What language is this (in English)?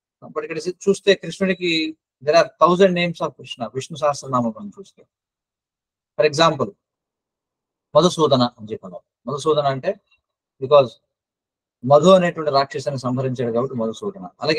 Telugu